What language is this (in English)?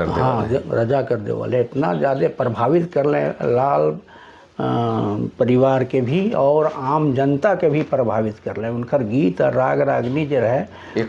Sadri